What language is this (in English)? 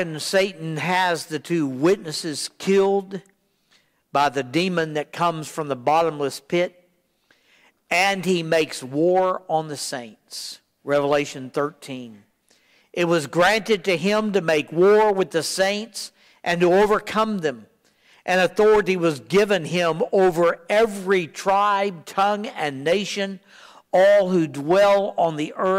English